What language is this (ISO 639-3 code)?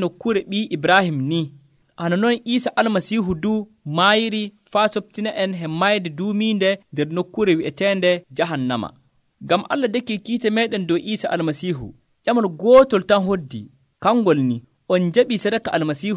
fuv